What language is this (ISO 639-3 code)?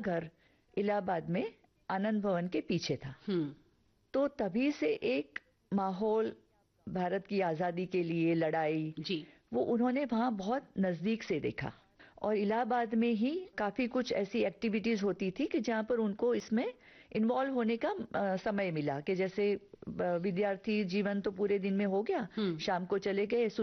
hin